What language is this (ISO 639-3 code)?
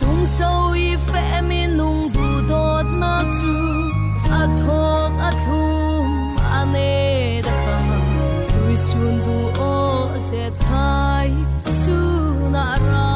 cfm